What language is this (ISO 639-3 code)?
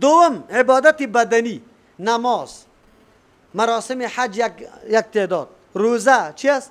fas